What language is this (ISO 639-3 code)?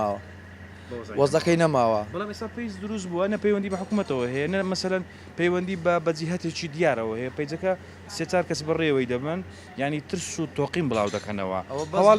ckb